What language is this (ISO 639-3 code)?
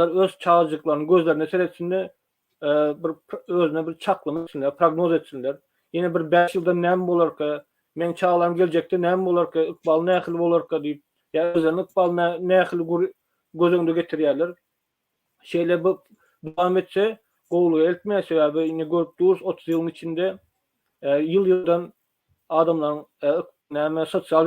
tuk